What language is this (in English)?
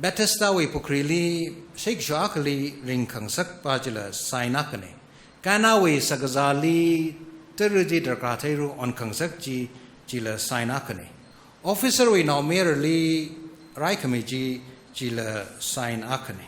Tangkhul Naga (India)